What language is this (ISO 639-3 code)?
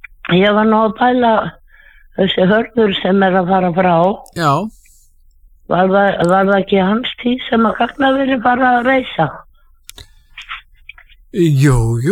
isl